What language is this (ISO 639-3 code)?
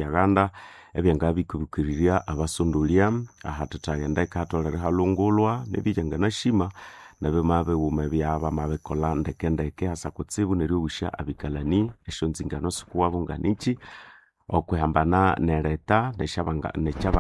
nnb